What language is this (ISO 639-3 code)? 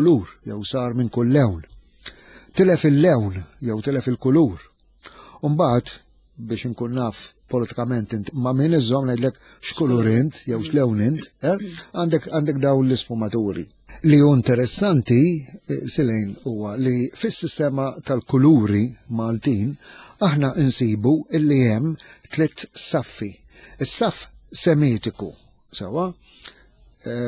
mlt